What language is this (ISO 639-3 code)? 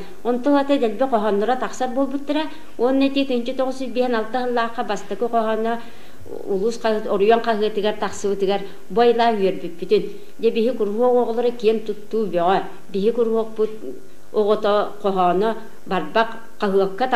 sah